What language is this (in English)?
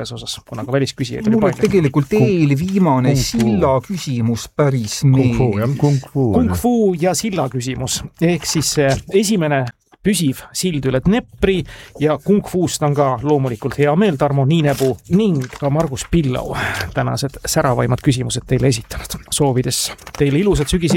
Estonian